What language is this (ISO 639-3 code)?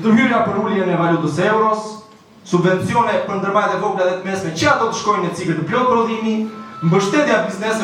sqi